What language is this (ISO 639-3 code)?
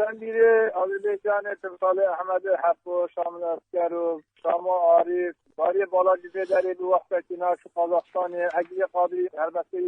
kur